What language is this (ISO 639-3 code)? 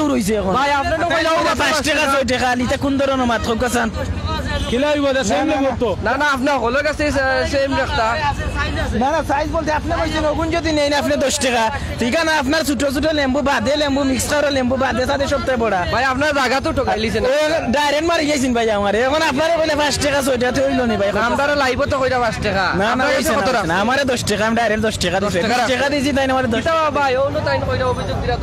syl